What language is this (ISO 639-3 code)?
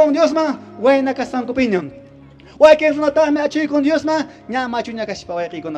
que